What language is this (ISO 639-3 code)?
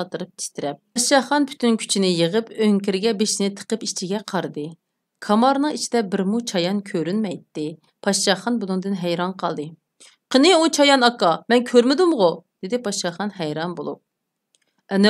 uig